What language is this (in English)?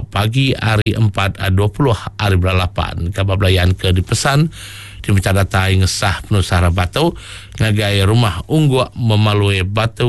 Iban